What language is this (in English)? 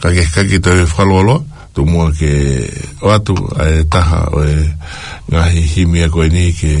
Tongan